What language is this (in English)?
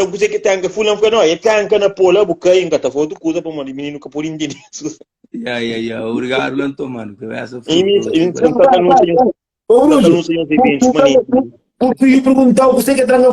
Kabuverdianu